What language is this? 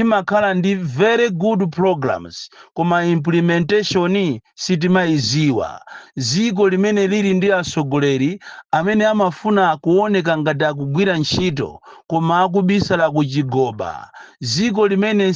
Nyanja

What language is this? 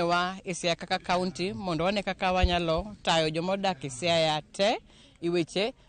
Luo (Kenya and Tanzania)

